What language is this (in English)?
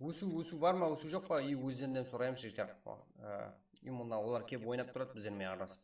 Kara-Kalpak